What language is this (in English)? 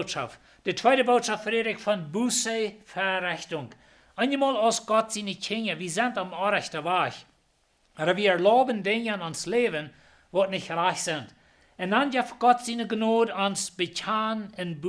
Plautdietsch